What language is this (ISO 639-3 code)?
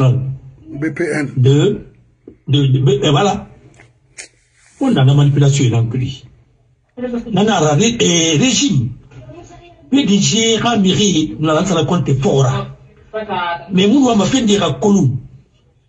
fra